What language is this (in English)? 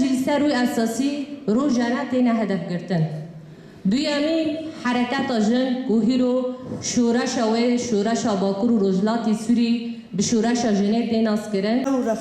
Kurdish